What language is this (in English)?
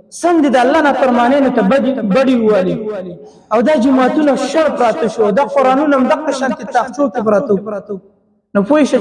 Pashto